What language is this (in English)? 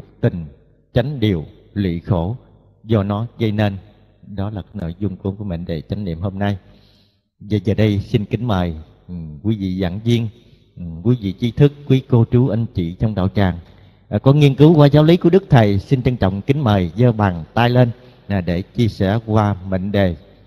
Vietnamese